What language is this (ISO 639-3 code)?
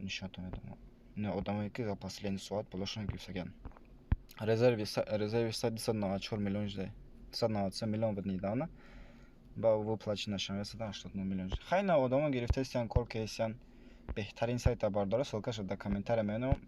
tgk